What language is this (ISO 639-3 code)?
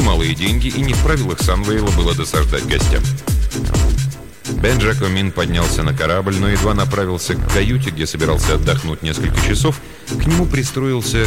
rus